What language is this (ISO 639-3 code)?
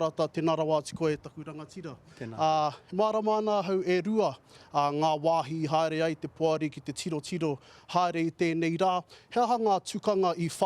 mri